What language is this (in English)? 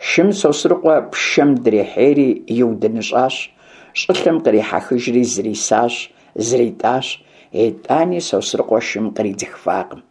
Kabardian